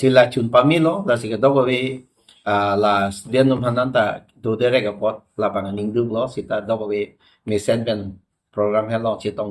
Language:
Karbi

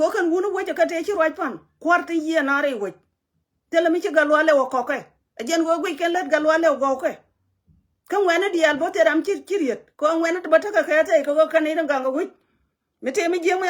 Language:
Nuer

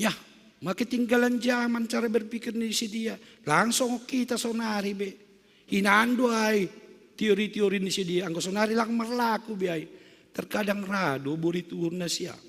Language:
Batak Simalungun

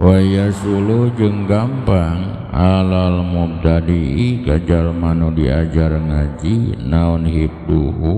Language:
Sundanese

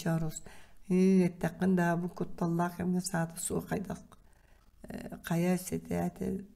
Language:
Yakut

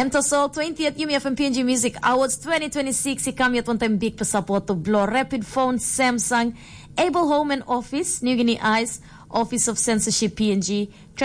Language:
Tok Pisin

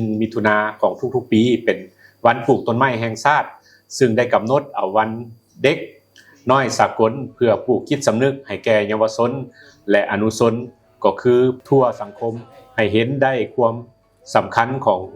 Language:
Lao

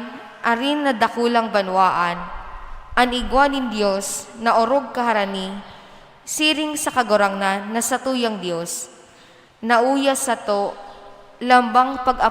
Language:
Bikol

